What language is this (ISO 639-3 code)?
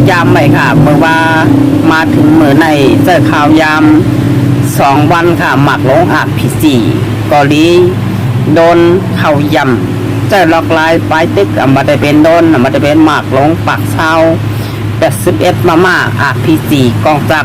shn